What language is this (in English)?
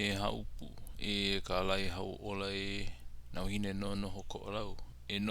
Hawaiian